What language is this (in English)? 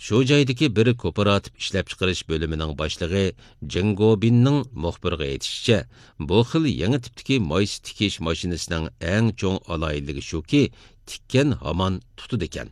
Uyghur